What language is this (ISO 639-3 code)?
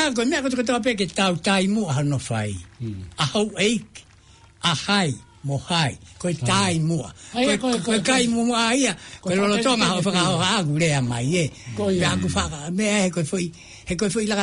ton